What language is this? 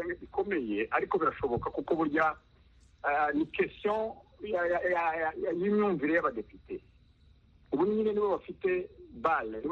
Kinyarwanda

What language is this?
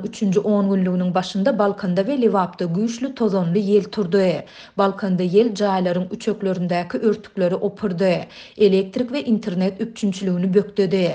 Turkmen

